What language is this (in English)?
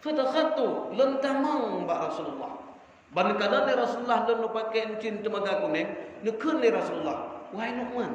Achinese